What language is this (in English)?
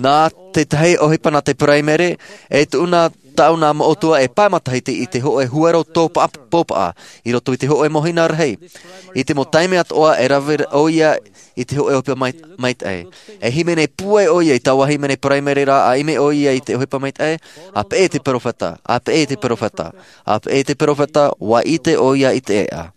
Tahitian